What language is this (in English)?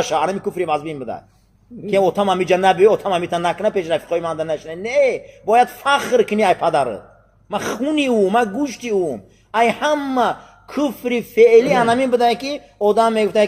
Tajik